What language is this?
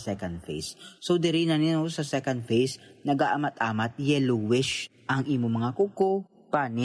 Hiligaynon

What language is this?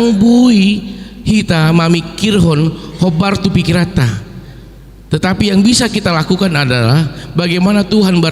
Batak Toba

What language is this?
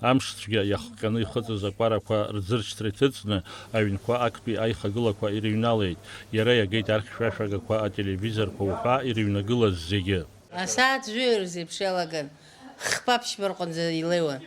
Abkhazian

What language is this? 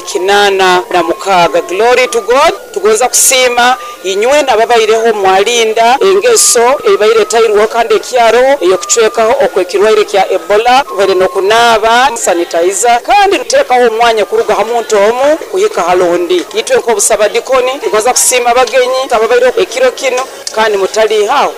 Nyoro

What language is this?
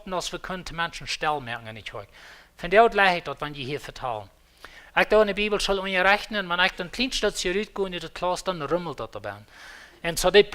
Plautdietsch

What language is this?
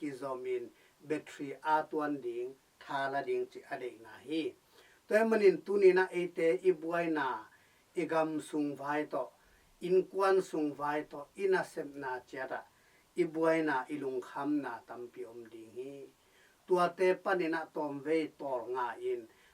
Tedim Chin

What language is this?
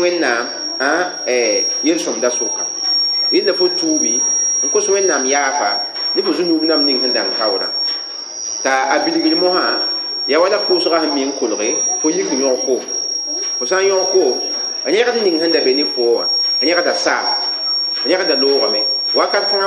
Mossi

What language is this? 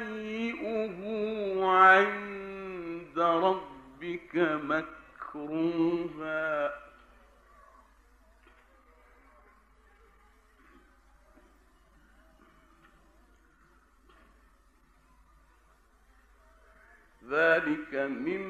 Arabic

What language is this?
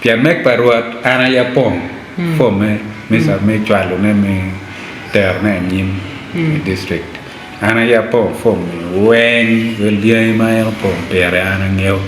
Acoli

